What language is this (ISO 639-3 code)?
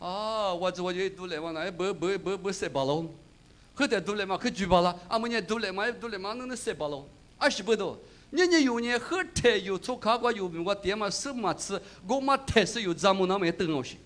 lis